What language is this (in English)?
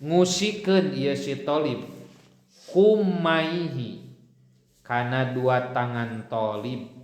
Sundanese